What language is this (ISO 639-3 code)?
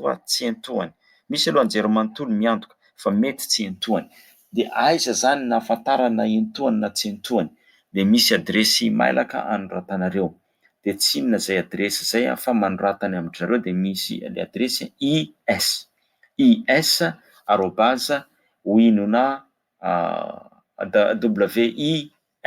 mlg